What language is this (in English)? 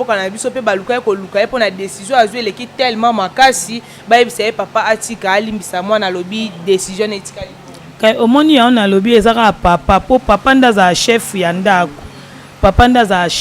Lingala